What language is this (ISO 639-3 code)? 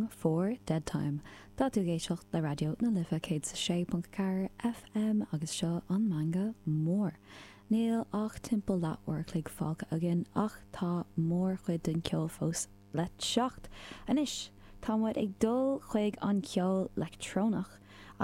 gle